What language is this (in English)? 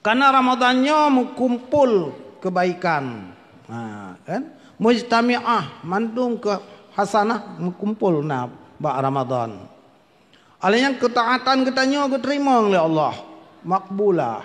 Achinese